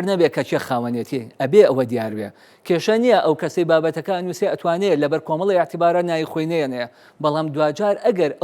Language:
Central Kurdish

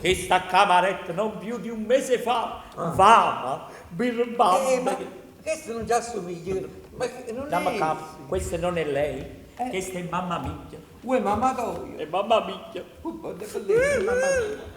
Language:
Neapolitan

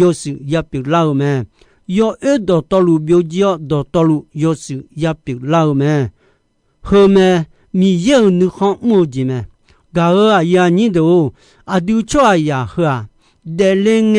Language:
Akha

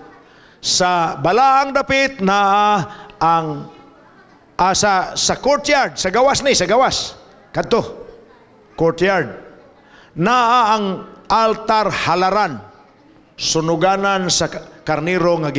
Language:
Cebuano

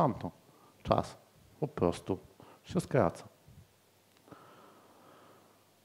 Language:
Polish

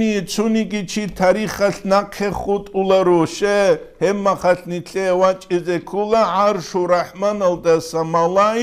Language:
Avaric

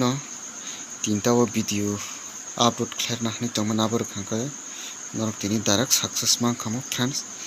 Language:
Kok Borok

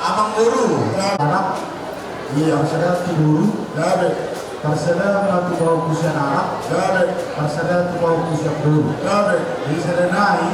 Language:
Batak Toba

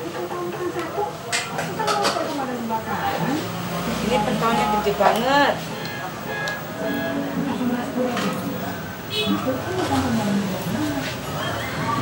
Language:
Indonesian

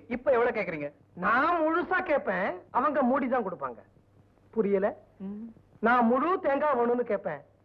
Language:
Tamil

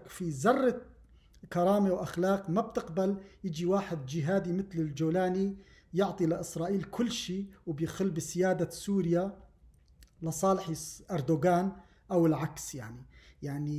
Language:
North Levantine Arabic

